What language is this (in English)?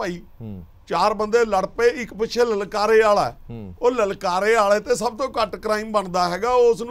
Punjabi